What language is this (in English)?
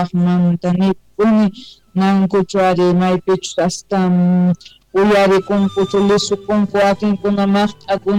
South Bolivian Quechua